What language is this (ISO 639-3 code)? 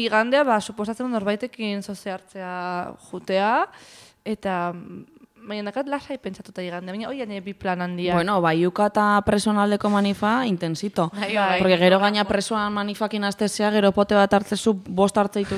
eus